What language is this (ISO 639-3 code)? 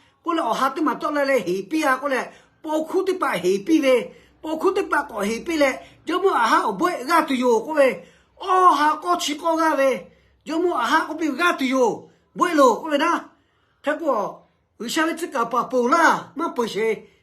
lhu